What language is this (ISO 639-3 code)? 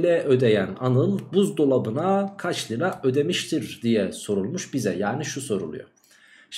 tur